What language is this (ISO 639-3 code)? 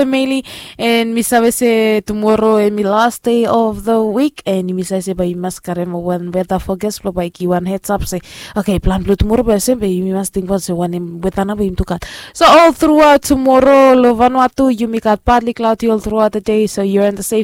bis